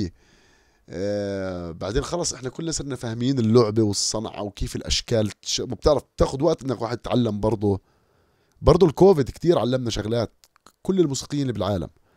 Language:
North Levantine Arabic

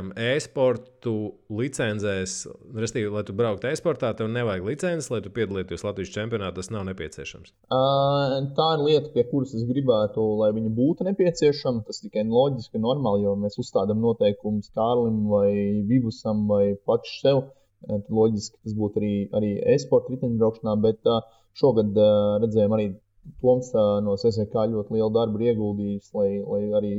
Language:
Latvian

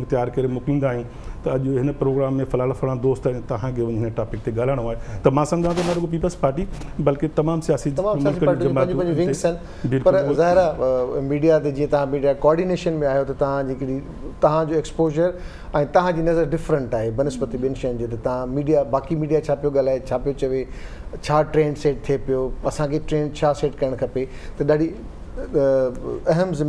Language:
Sindhi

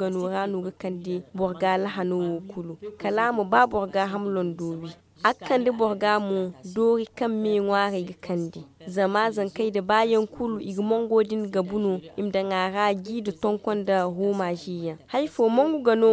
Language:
Zarma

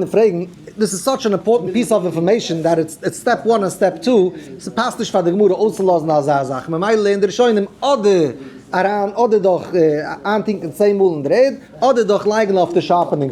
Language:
Yiddish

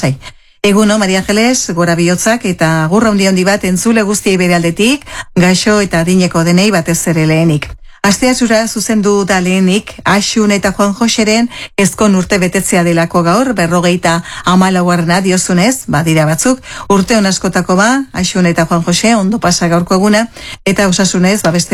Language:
Basque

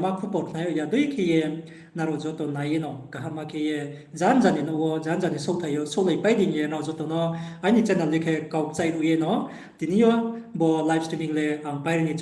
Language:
Riang (India)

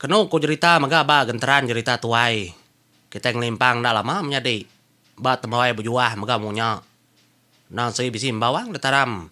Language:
Iban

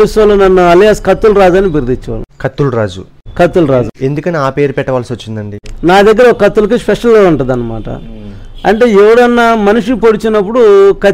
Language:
Telugu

